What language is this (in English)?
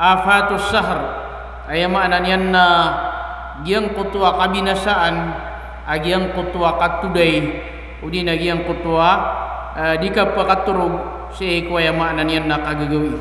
Maranao